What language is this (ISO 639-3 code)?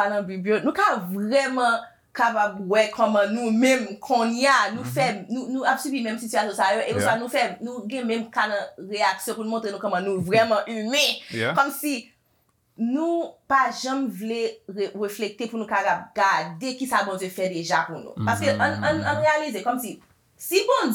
hat